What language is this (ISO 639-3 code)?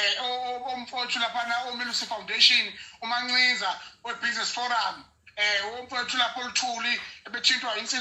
zul